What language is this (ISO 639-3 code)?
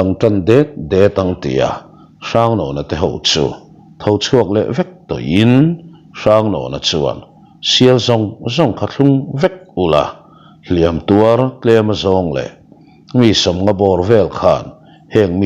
lus